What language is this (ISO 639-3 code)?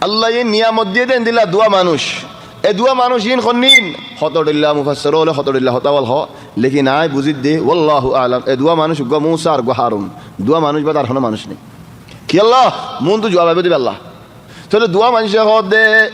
rhg